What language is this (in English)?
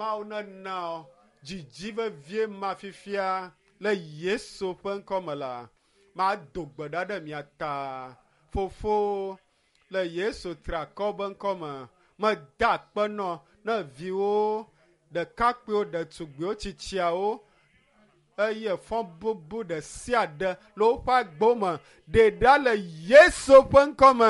Ewe